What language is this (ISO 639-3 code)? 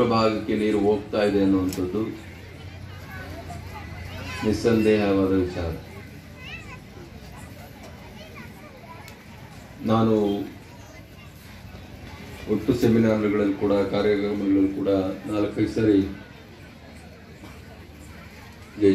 kan